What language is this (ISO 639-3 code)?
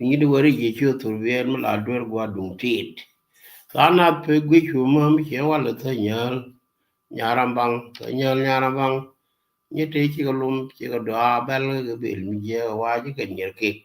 nus